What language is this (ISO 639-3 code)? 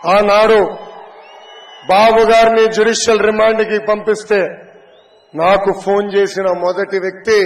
tel